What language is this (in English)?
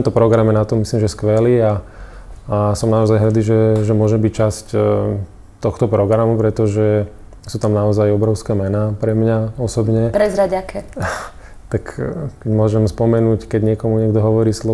Slovak